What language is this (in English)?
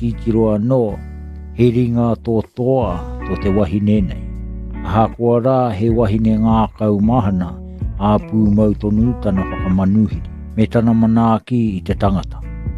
Māori